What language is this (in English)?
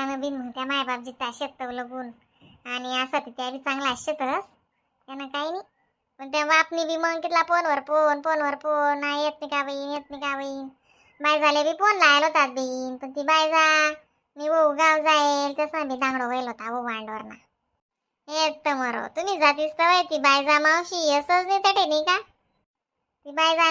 Khandesi